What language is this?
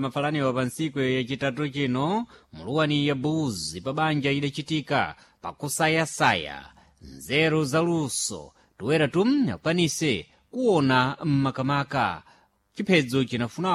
Sena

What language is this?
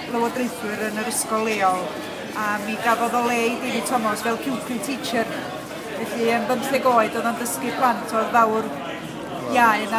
Welsh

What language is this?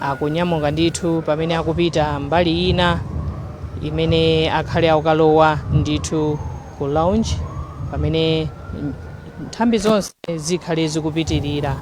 Nyanja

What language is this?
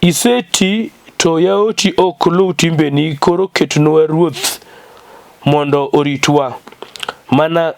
Luo (Kenya and Tanzania)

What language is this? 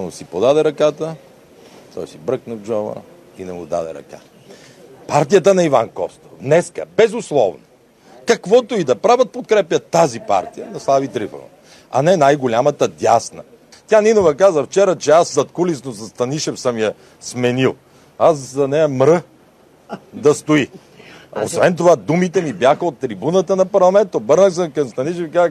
Bulgarian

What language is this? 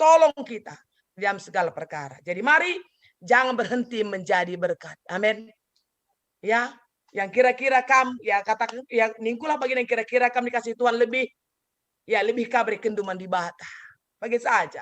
Batak Karo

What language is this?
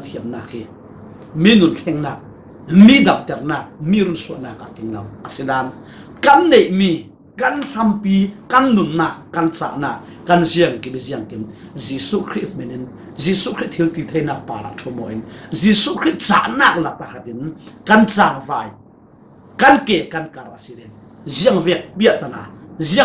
Falam Chin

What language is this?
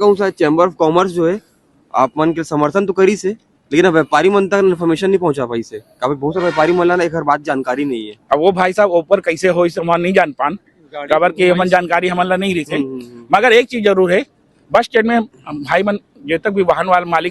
Chhattisgarhi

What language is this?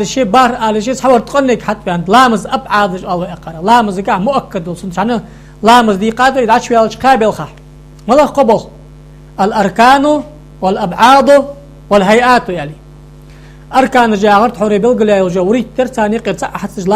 Ingush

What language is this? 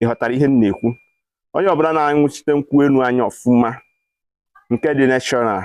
Igbo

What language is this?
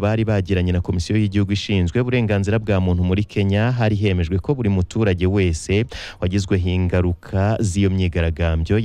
Kinyarwanda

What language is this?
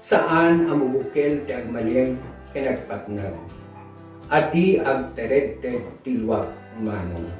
Iloko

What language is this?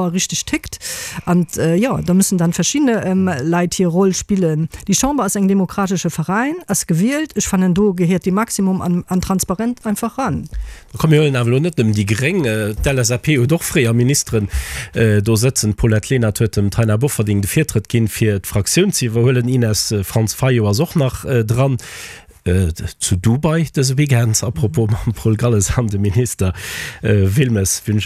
Luxembourgish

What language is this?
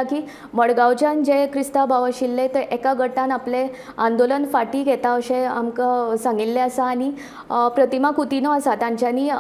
Konkani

